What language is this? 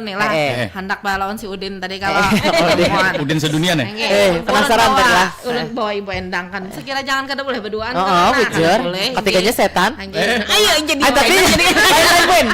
Banjar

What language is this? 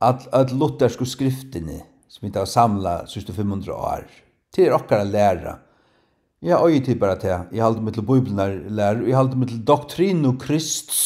Faroese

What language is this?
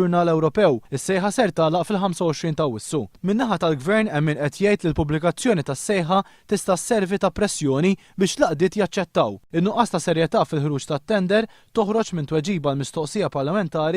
Maltese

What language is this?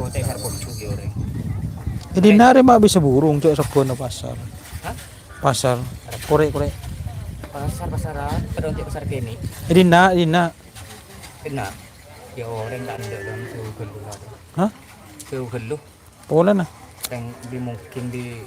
Madurese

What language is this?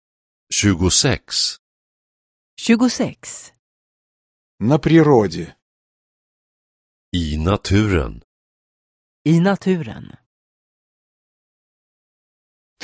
Swedish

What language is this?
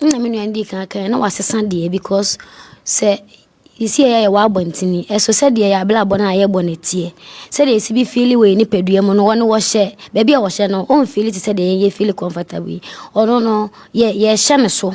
Akan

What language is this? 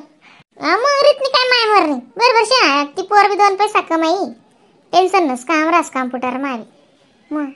Khandesi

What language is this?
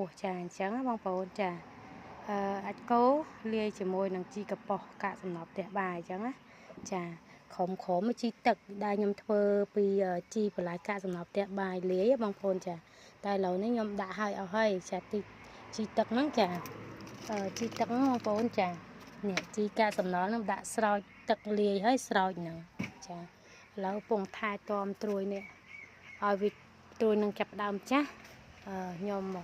Khmer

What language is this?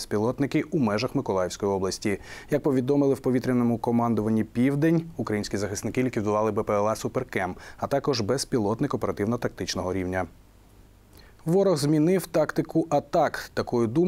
Ukrainian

